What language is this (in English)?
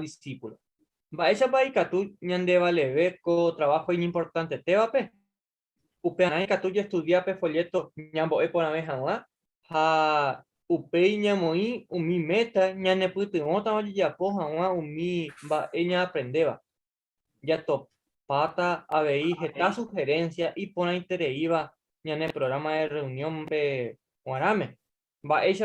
Guarani